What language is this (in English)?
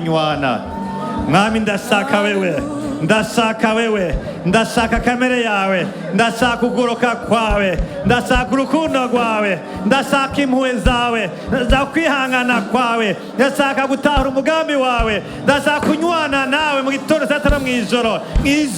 Rundi